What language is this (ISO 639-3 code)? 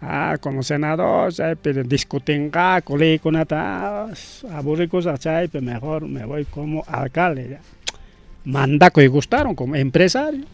quy